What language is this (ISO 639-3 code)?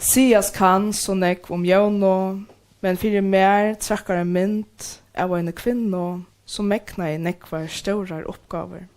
fao